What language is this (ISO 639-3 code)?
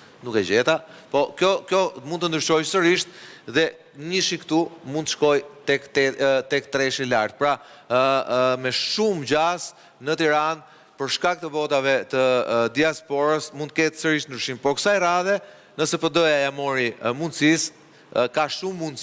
sqi